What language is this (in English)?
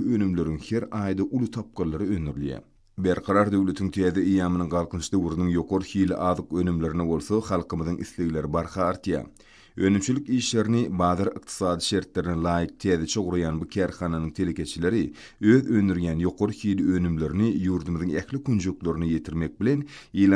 Turkmen